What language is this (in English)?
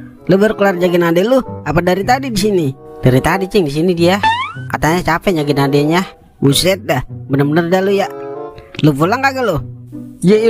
Betawi